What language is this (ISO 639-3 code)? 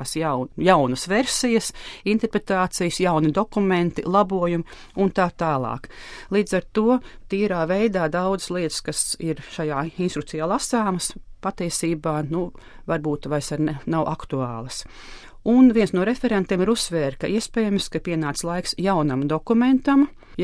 lav